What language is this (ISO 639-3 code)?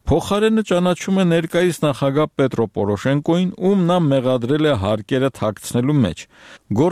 hye